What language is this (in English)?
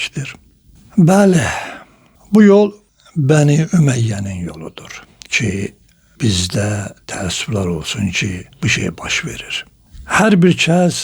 Azerbaijani